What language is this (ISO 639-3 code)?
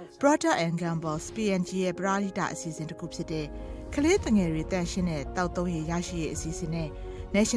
mya